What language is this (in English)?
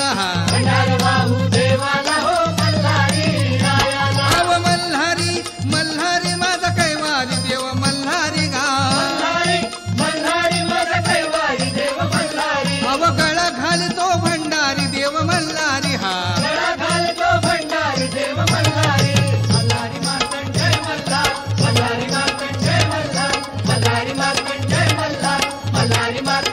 Marathi